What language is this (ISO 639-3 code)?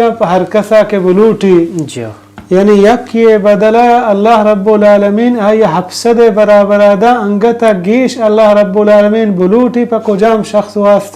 bal